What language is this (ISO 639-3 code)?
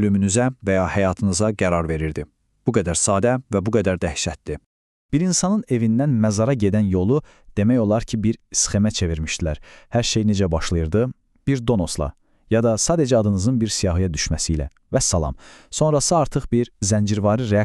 aze